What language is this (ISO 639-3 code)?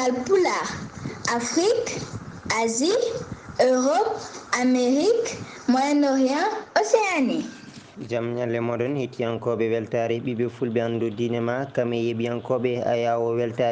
ful